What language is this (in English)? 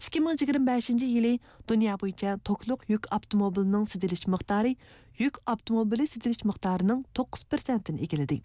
Uyghur